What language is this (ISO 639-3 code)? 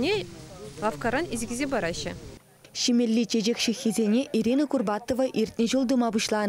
chv